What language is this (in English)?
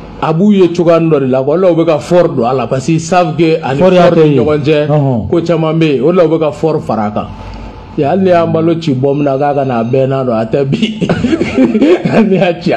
Bambara